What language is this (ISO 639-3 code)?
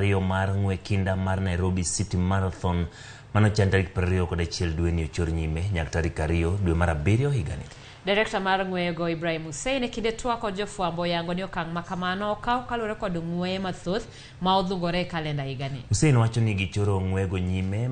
luo